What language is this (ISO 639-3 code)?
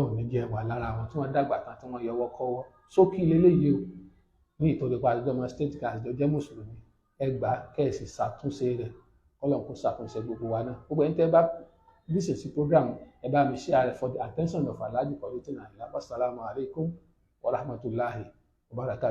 yor